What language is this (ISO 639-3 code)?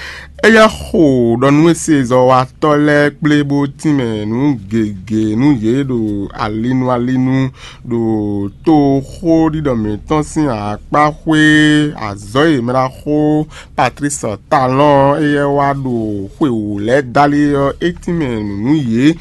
fon